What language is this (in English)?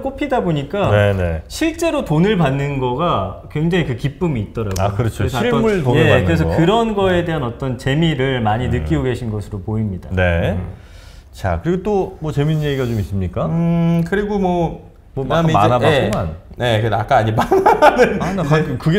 Korean